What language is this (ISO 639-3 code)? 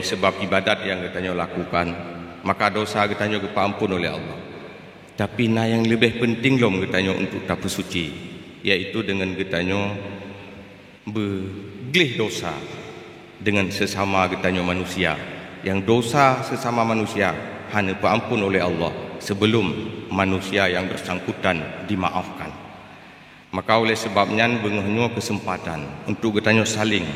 ace